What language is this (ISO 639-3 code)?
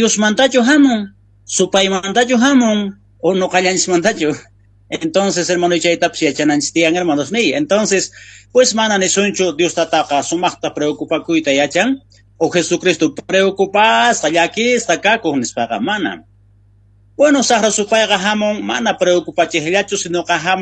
quh